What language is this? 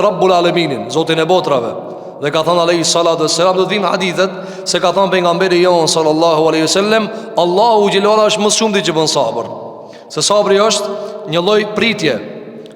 Albanian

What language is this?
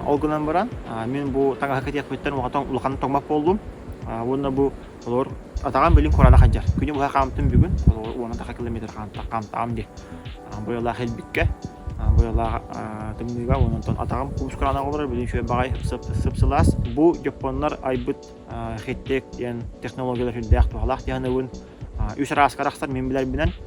Yakut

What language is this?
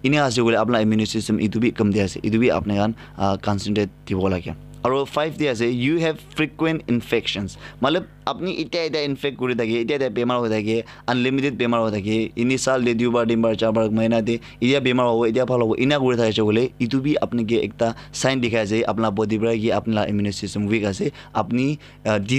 Naga Pidgin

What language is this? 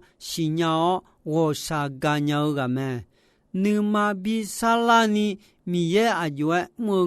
Akha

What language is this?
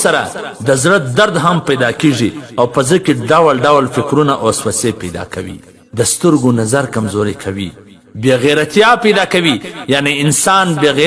Pashto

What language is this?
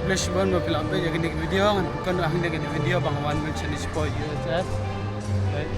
Khasi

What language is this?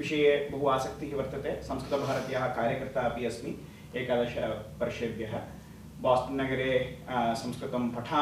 Sanskrit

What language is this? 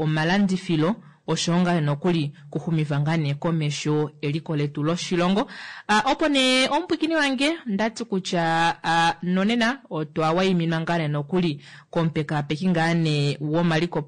Kuanyama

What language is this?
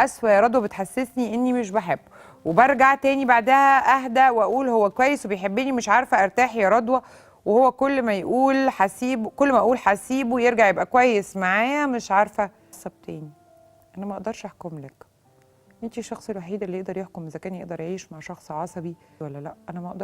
Egyptian Arabic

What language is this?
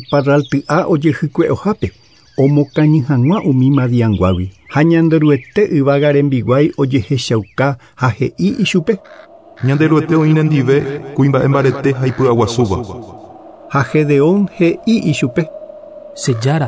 Guarani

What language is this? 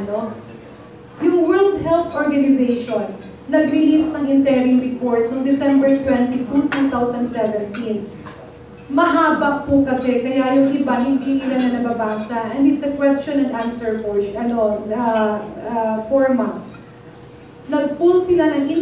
Filipino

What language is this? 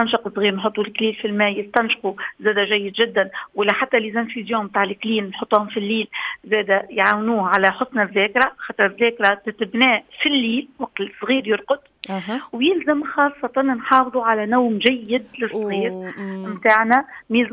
Tunisian Arabic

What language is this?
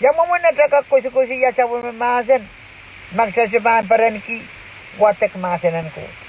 Pohnpeian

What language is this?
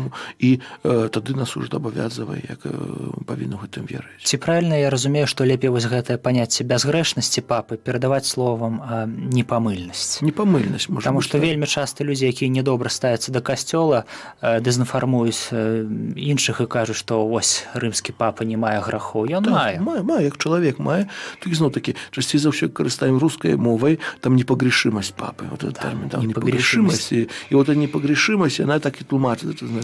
Belarusian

